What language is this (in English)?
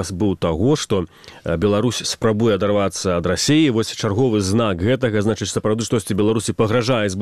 Belarusian